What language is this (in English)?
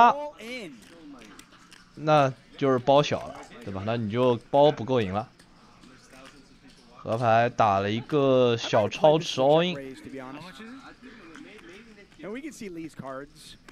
Chinese